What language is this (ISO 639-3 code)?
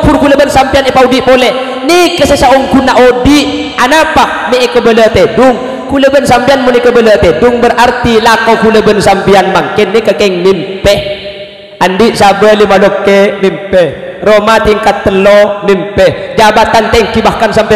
mad